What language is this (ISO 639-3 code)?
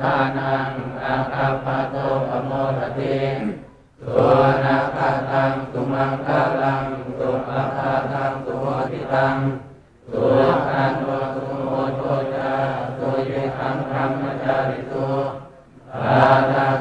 pli